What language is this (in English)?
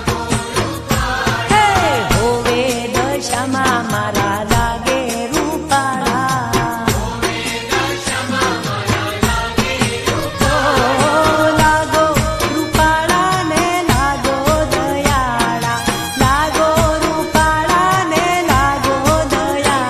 Gujarati